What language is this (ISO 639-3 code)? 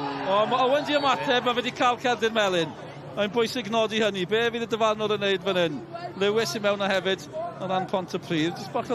cym